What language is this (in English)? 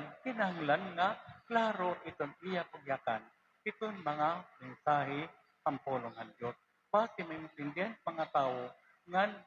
Waray